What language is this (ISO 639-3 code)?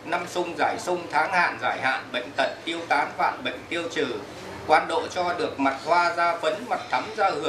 vie